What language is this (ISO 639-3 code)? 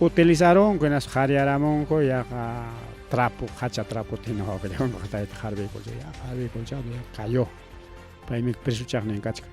quy